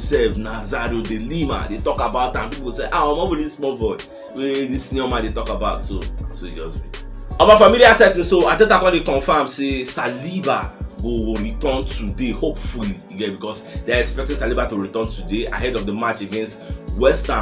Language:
Nigerian Pidgin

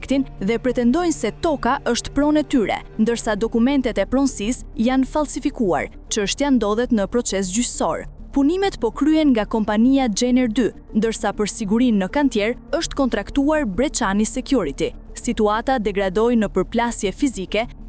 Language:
Albanian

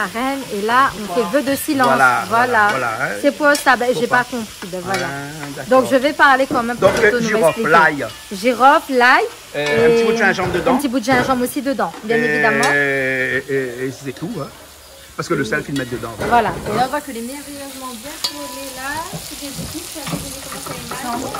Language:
Réunion Creole French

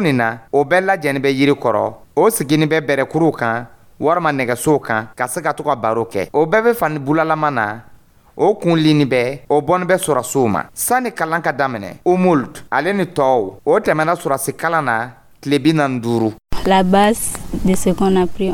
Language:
Dyula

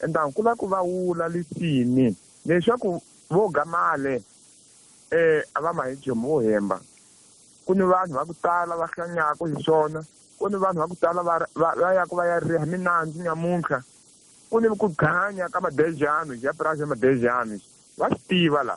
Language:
Tsonga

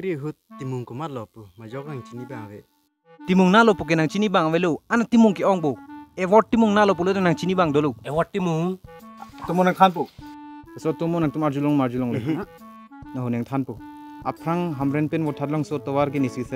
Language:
Karbi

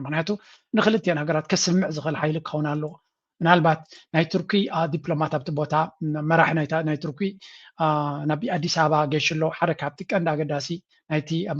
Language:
Tigrinya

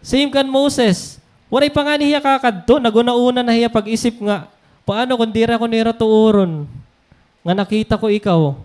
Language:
Waray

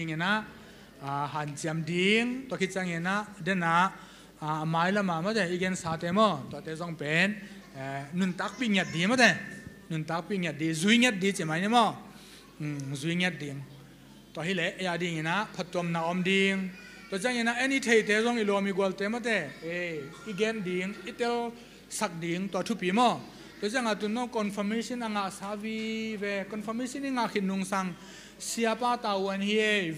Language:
Tedim Chin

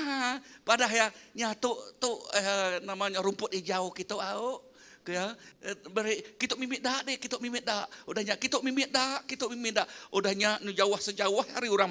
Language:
Iban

